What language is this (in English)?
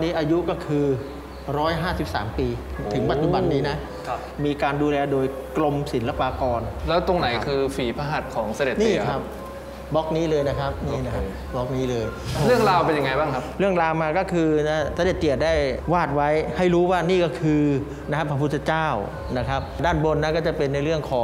Thai